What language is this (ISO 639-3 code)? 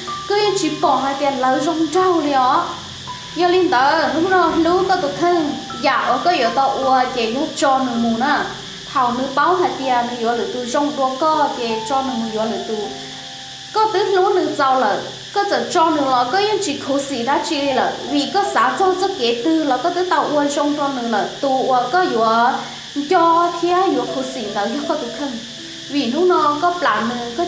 hmn